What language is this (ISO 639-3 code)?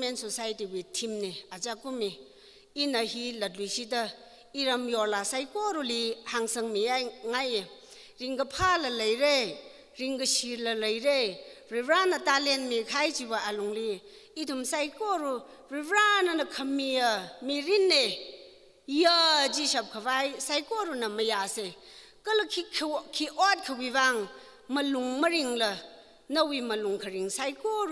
nmf